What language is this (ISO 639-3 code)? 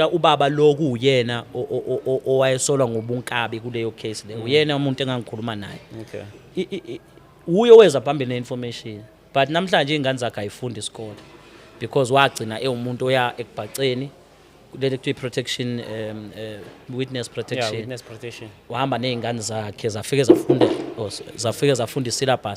zul